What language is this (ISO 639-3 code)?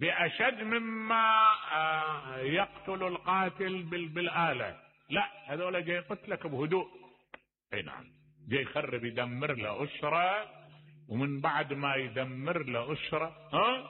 acm